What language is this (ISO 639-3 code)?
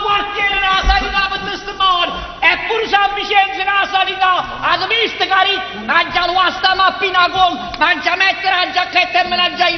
nap